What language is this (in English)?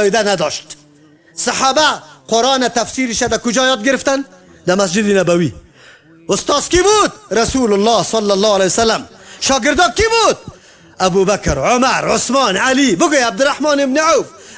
Persian